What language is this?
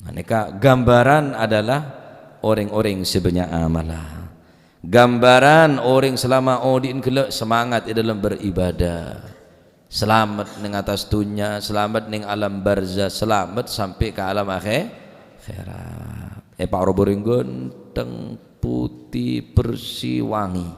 Madurese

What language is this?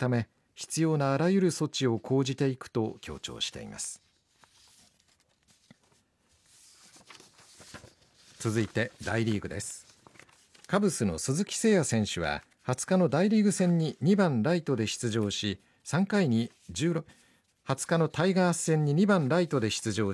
Japanese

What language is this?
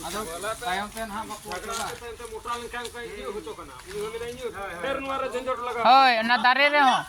Santali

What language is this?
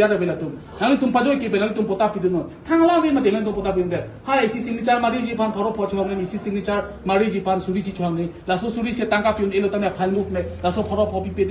Karbi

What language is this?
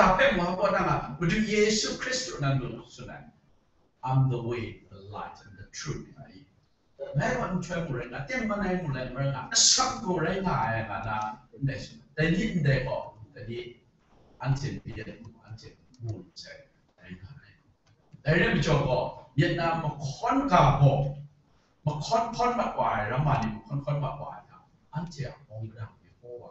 Kachin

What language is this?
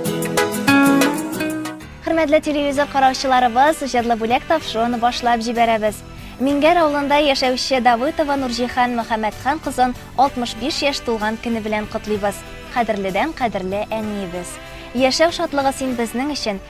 Tatar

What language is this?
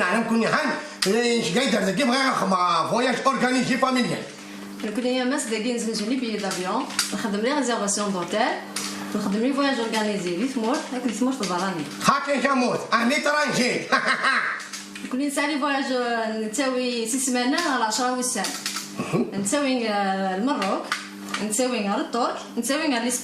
Kabyle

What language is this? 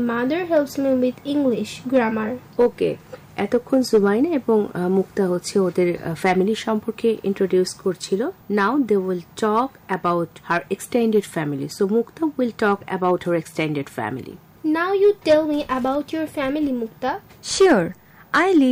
Bangla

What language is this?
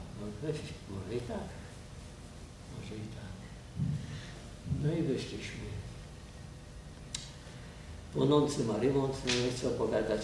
Polish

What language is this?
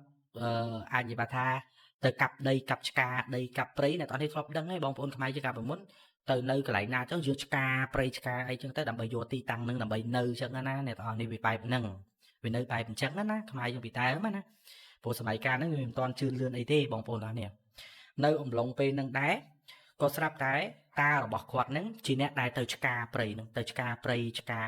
Khmer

